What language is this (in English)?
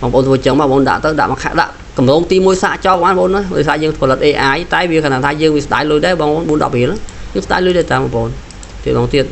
Khmer